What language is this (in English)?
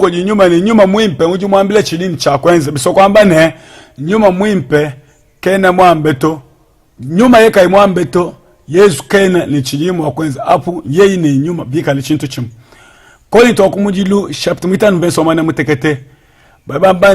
Luba-Lulua